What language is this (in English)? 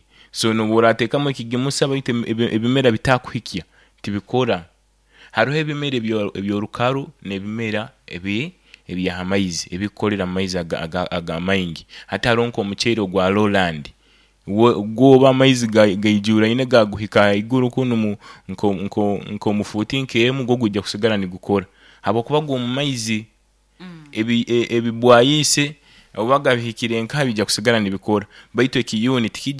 Nyoro